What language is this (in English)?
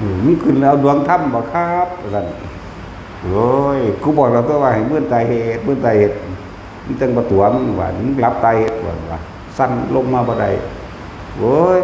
Northeastern Thai